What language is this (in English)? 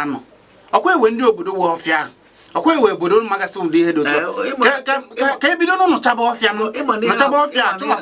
Igbo